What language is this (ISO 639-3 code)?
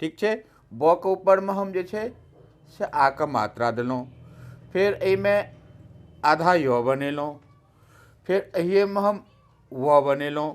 mai